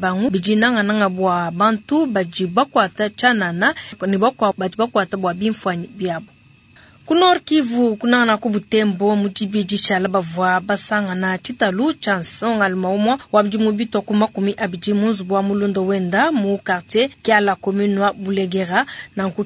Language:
Luba-Lulua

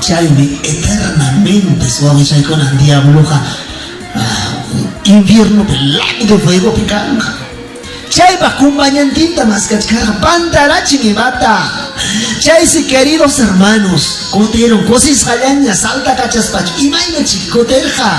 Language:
Ayacucho Quechua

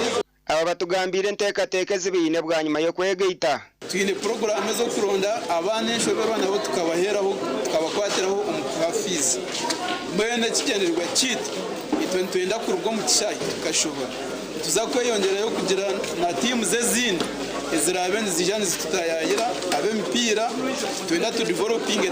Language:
Nyankole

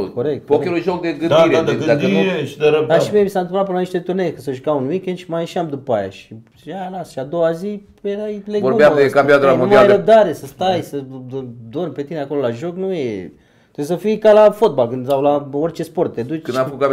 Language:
Romanian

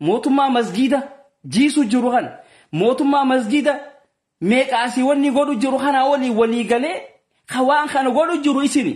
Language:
Oromo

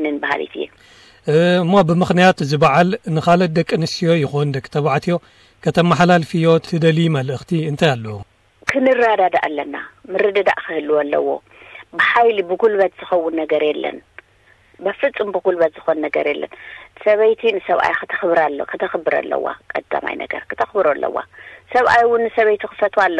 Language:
Tigrinya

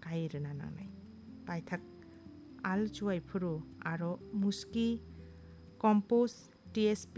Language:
Kok Borok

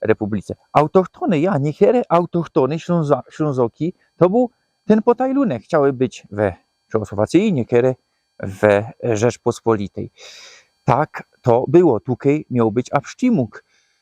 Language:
Silesian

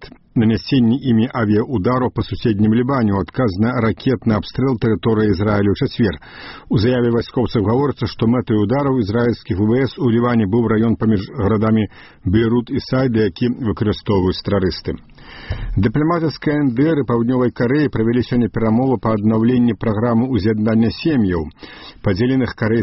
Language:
Belarusian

